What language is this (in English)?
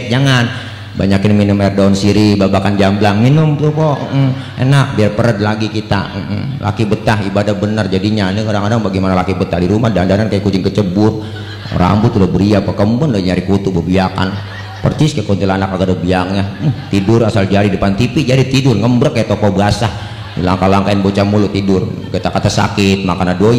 Betawi